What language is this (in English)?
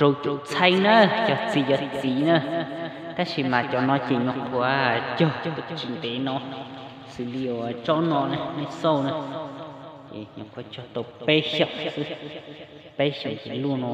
Hmong